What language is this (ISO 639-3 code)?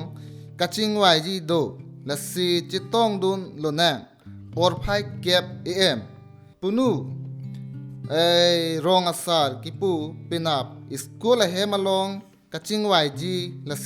mjw